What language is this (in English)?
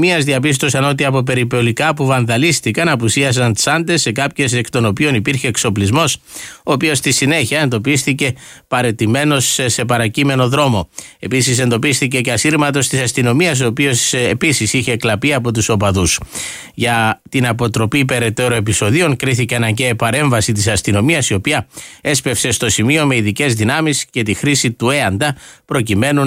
Greek